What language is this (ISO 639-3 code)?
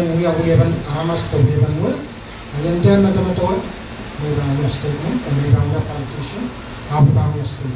pon